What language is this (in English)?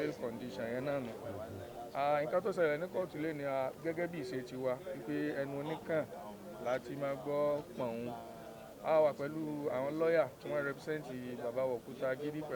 Yoruba